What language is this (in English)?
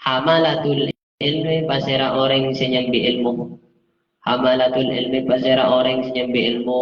Madurese